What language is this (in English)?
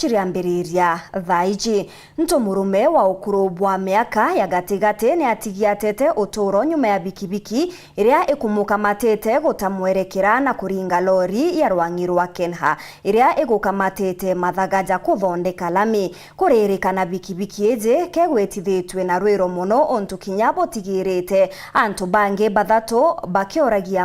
Meru